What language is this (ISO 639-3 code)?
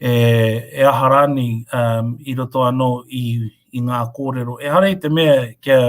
mri